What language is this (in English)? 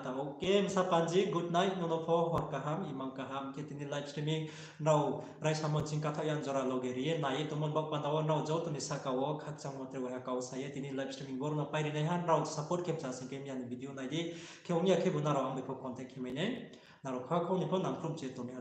Riang (India)